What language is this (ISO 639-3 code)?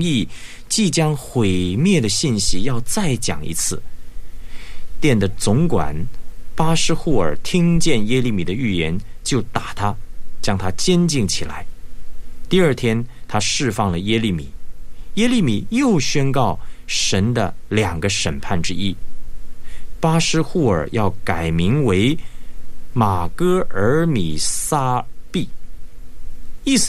zho